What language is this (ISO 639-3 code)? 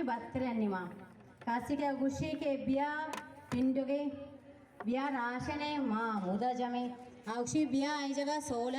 bal